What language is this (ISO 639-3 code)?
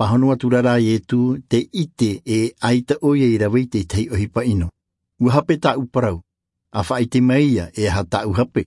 tah